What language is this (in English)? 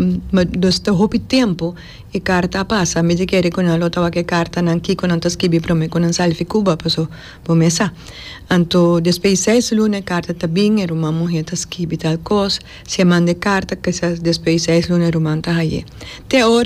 Papiamento